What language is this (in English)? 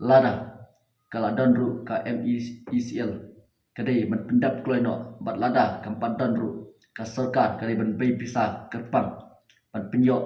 Khasi